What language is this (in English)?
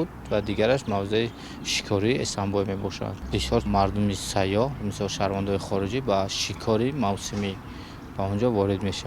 Tajik